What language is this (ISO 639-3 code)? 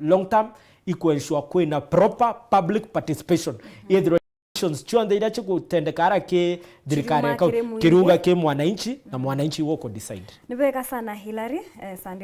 mer